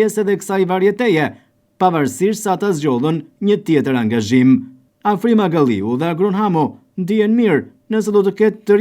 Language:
Albanian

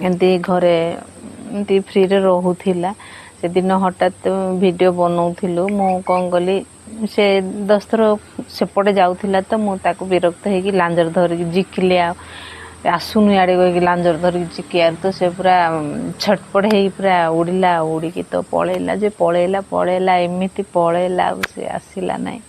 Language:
Odia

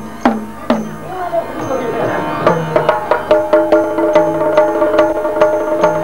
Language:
Kannada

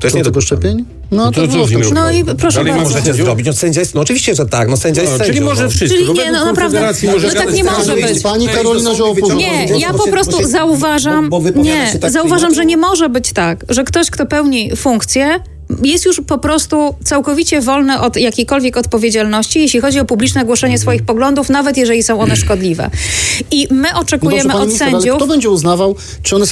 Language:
Polish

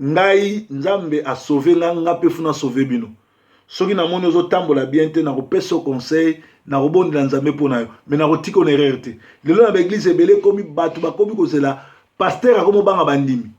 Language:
Lingala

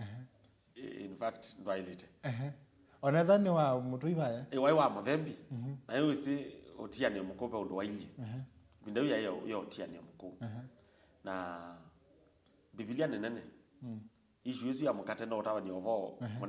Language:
Kamba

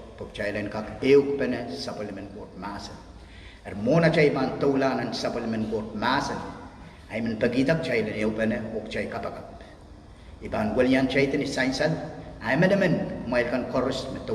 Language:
Pohnpeian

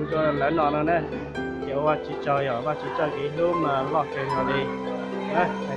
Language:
Hmong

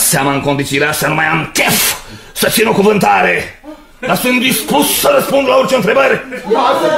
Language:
Romanian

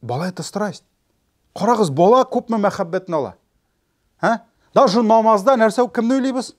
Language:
Tatar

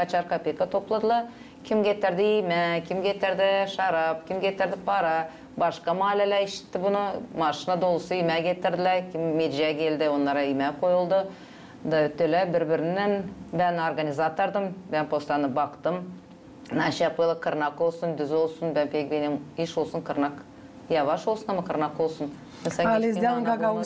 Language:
Gagauz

